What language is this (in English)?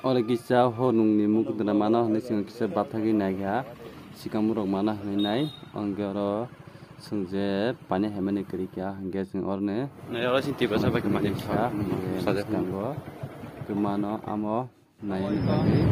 Kok Borok